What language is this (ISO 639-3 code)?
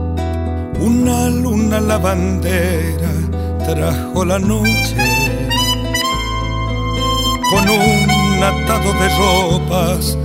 spa